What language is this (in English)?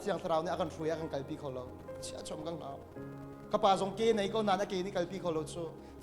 Hakha Chin